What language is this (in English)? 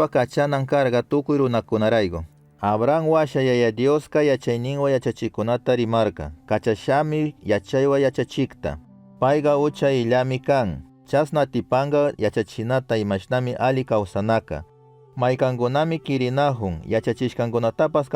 Chimborazo Highland Quichua